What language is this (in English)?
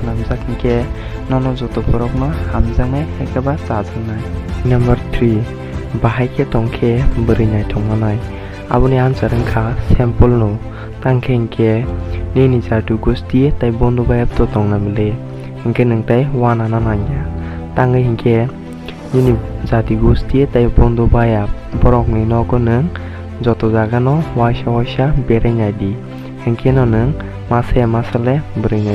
Kok Borok